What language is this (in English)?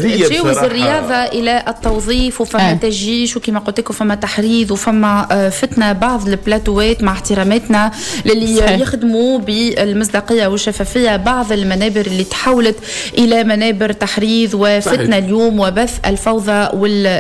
Tunisian Arabic